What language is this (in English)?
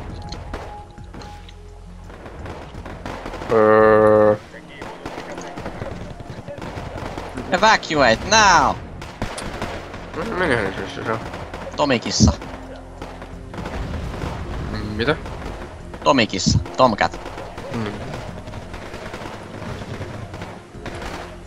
Finnish